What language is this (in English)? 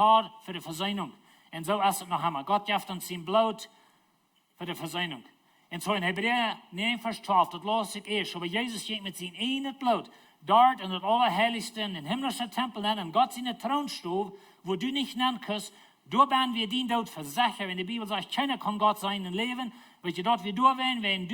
Plautdietsch